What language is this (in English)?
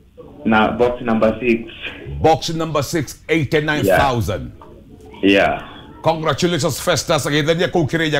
Kikuyu